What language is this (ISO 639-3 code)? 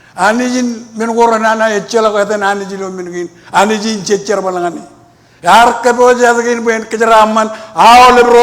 mah